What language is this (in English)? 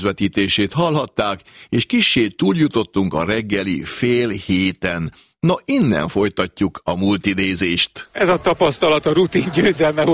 Hungarian